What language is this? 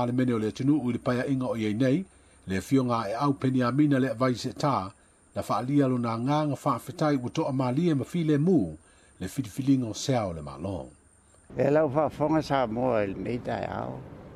Samoan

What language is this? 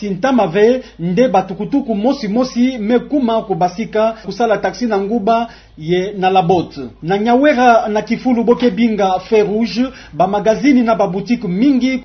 Kituba (Democratic Republic of Congo)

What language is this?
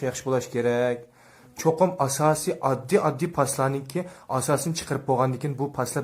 Uyghur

